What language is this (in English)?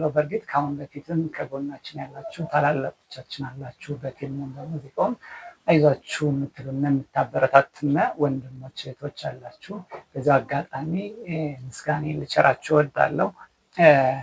Amharic